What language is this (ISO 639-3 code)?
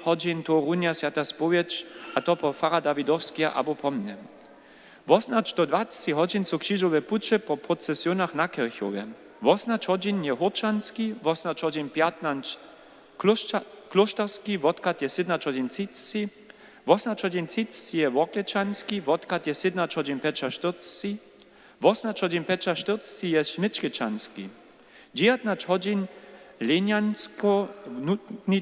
hsb